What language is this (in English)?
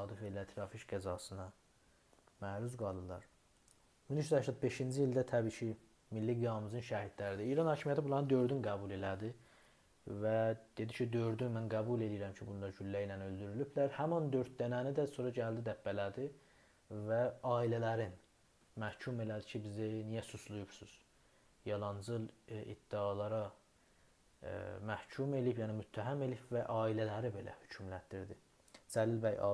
South Azerbaijani